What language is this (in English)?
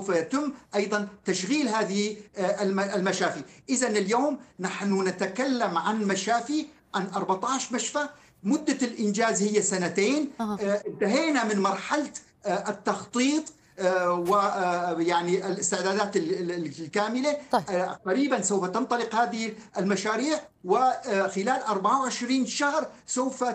Arabic